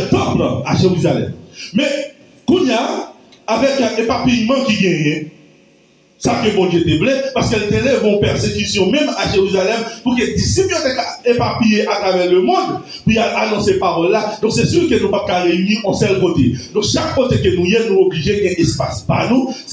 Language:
Haitian Creole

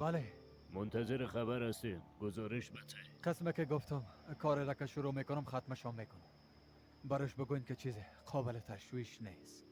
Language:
Persian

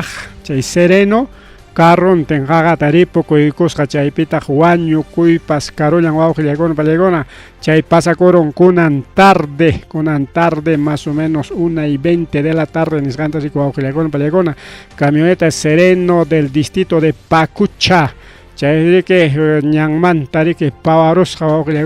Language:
Ayacucho Quechua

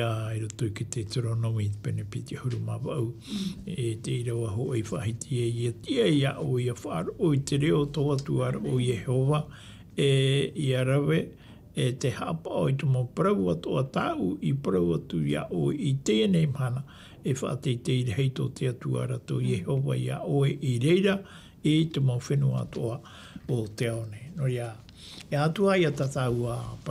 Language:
Tahitian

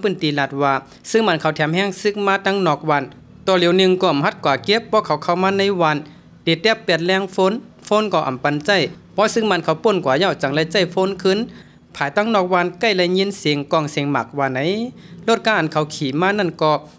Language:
Shan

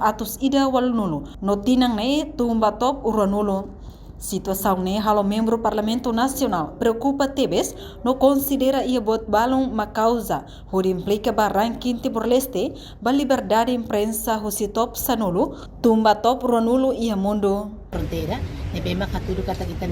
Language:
Tetum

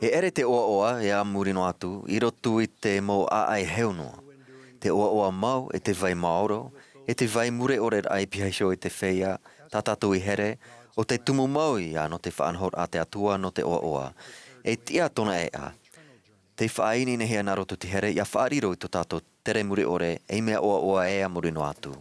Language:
Tahitian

